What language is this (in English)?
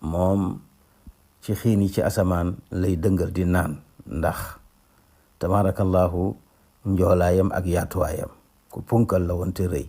Wolof